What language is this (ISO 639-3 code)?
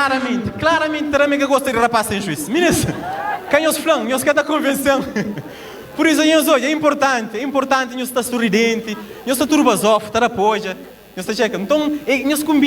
kea